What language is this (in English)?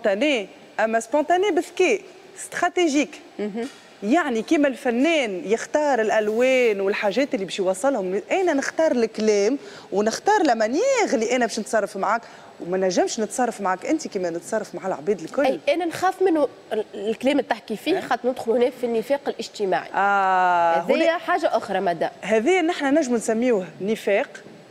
Tunisian Arabic